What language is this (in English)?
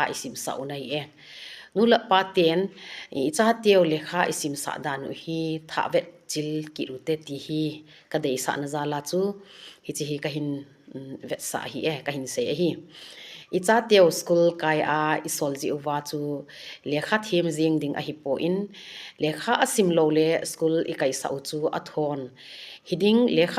Thado Chin